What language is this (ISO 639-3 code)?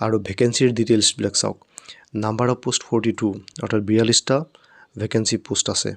asm